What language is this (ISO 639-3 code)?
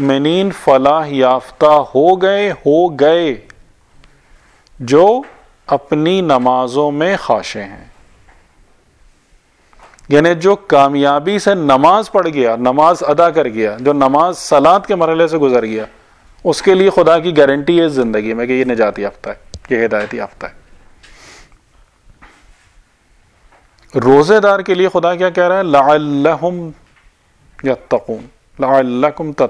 urd